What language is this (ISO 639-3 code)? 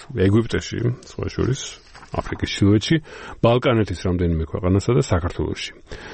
kat